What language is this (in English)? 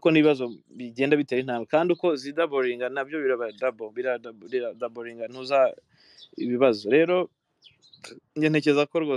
Kinyarwanda